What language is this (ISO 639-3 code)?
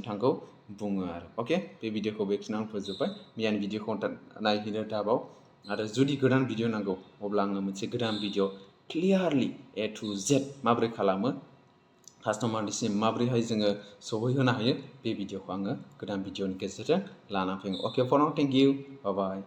brx